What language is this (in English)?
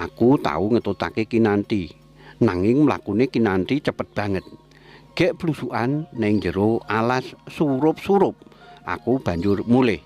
Javanese